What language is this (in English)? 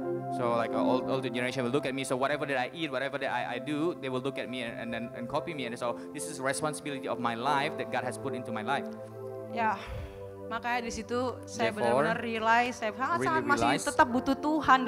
Indonesian